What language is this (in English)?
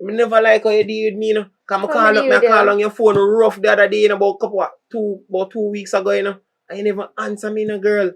Jamaican Creole English